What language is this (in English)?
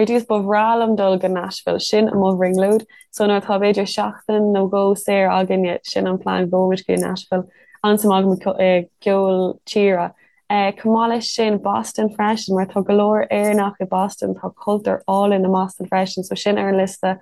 Irish